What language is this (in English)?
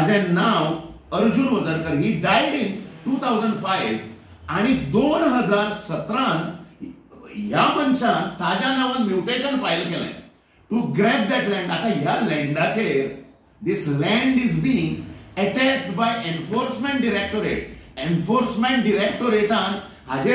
Konkani